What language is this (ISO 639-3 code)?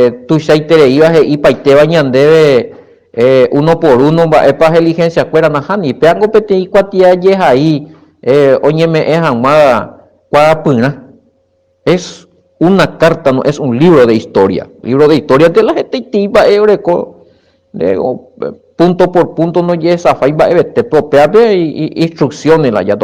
grn